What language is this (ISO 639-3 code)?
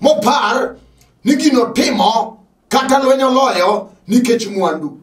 luo